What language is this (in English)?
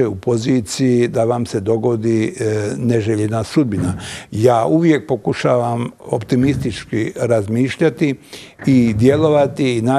Bosnian